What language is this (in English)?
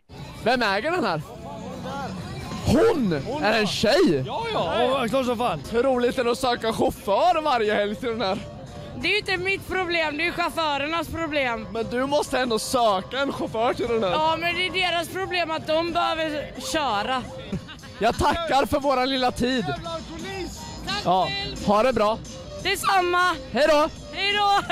Swedish